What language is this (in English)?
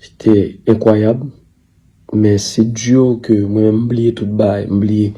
Haitian Creole